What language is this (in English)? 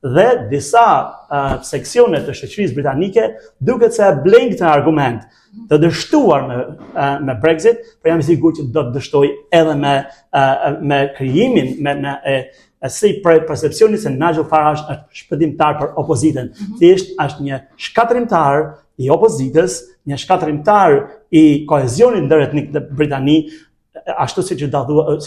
Albanian